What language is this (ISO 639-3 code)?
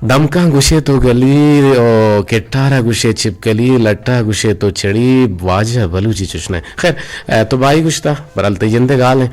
bgp